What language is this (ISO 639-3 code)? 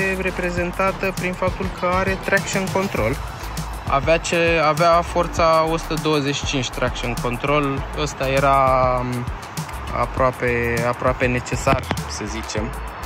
ron